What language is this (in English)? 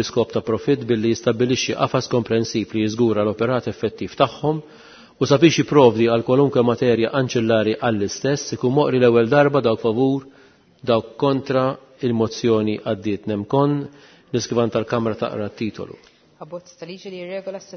Maltese